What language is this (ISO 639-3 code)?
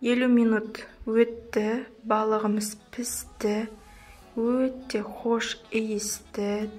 kaz